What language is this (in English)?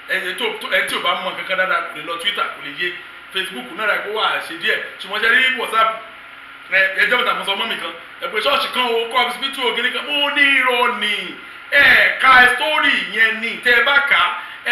Yoruba